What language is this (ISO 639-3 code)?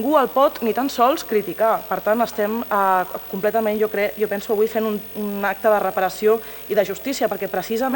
cat